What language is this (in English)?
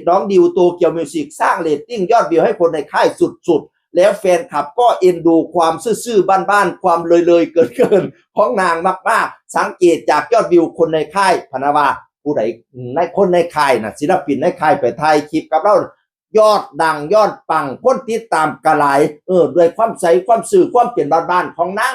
Northeastern Thai